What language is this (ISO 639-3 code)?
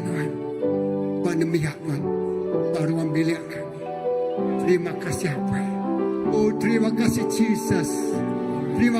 iba